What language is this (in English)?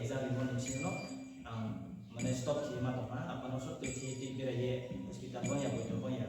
Riang (India)